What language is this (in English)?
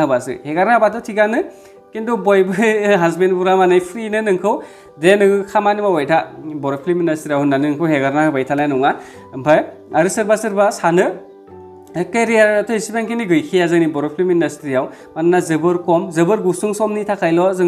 Bodo